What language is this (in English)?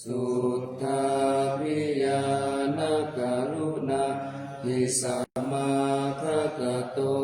Pali